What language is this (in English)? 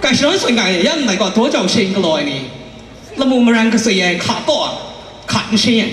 Kachin